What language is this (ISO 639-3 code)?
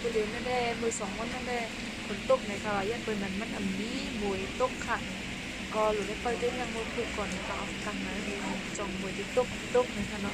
shn